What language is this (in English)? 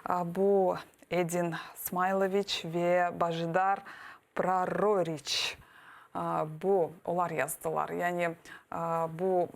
Crimean Tatar